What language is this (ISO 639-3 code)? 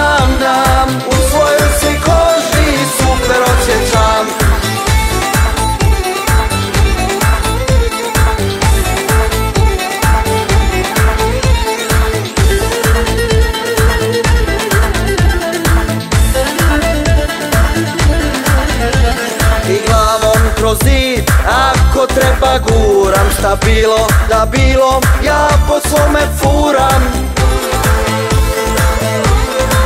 hrv